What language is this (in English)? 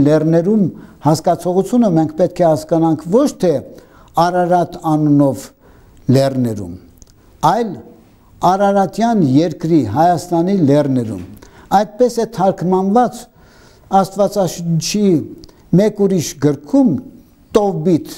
Armenian